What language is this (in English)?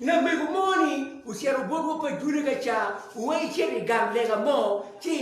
Acoli